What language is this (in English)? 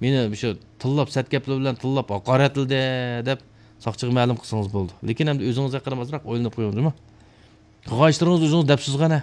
Uyghur